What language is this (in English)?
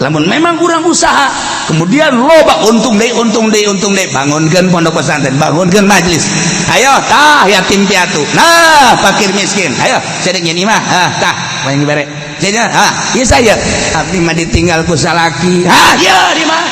Sundanese